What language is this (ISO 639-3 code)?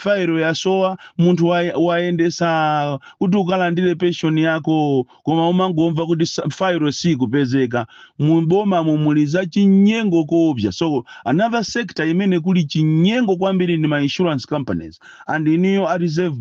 nya